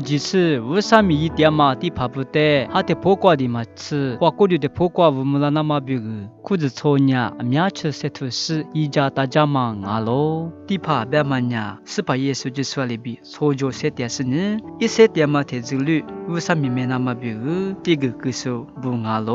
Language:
Lisu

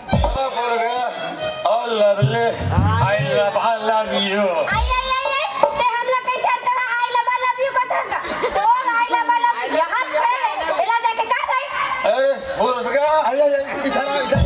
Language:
Chhattisgarhi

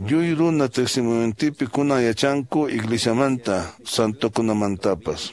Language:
Quechua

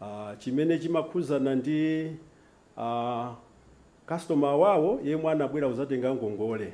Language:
Nyanja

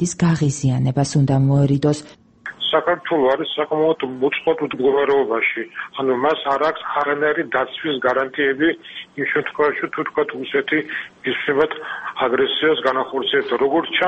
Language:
Georgian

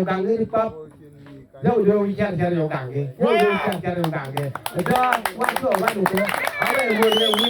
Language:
Acoli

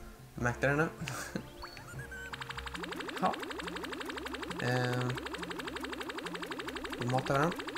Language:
Swedish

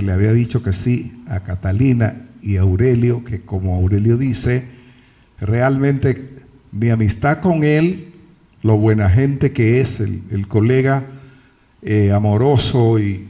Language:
Spanish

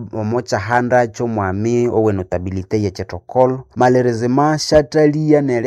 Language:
Nande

